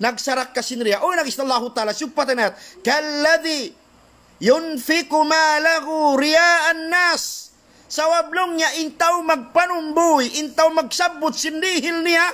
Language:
Tausug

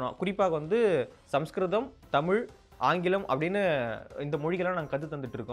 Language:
Tamil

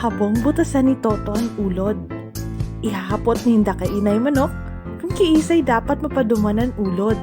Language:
Bikol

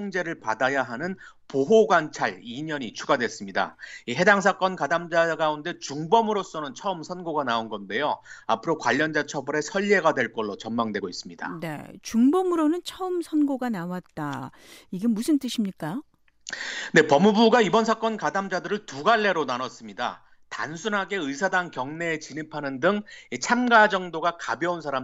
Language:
Korean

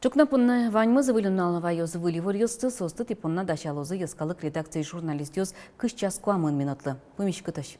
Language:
Udmurt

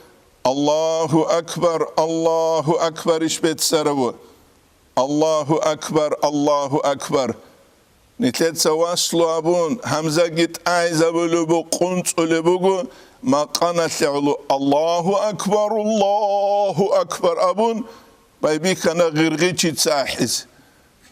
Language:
Avaric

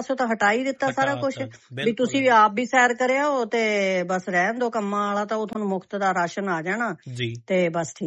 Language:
Punjabi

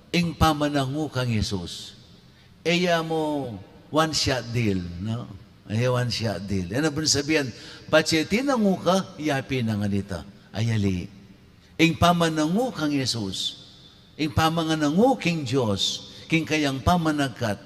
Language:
Pampanga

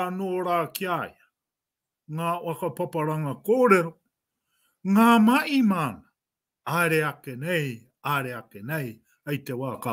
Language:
Māori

